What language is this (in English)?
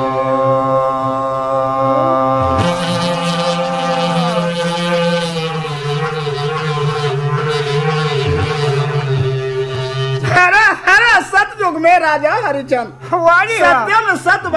Chhattisgarhi